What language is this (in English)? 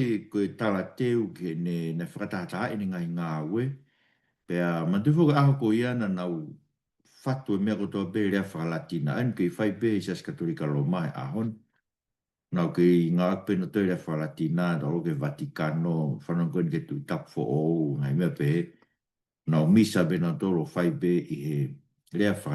Tongan